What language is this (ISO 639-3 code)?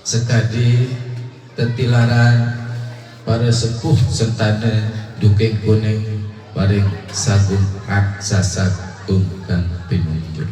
sas